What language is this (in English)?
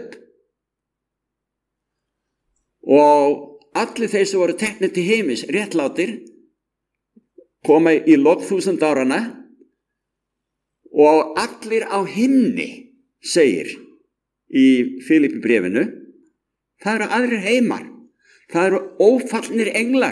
Icelandic